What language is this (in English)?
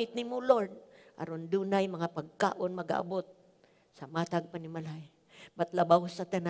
Cebuano